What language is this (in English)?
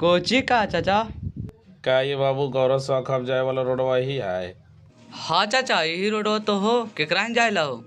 Magahi